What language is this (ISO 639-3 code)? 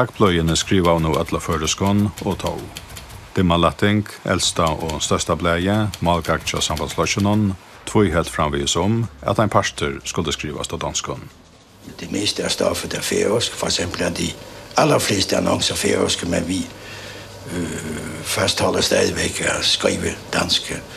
fao